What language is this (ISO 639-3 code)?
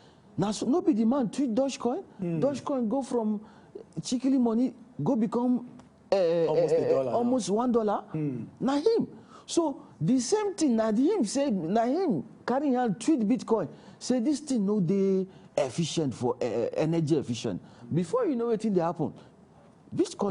pcm